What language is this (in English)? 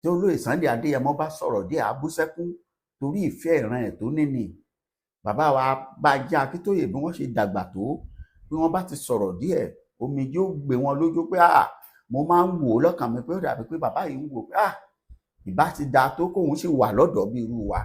Yoruba